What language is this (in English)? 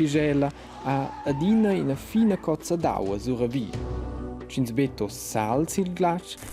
Romansh